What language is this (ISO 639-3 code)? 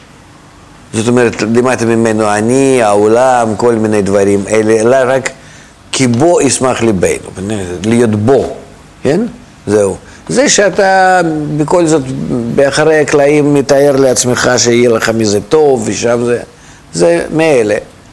heb